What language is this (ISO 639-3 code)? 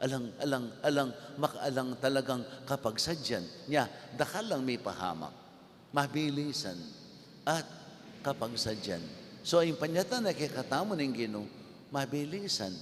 pam